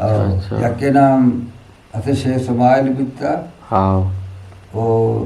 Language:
Eastern Balochi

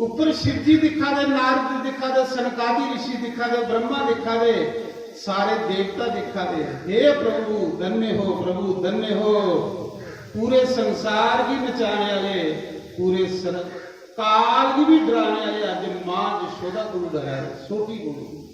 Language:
Dogri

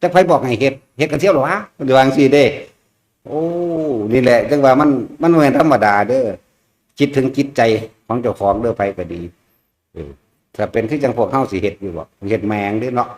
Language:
Northeastern Thai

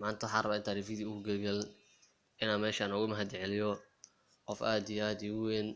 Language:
Somali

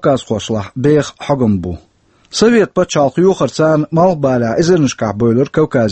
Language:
Chechen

